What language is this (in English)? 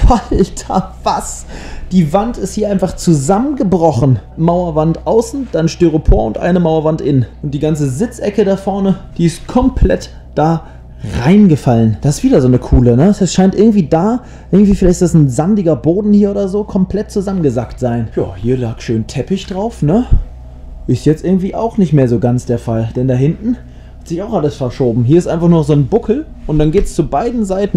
German